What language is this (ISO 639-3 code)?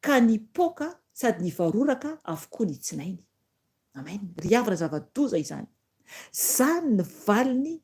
mlg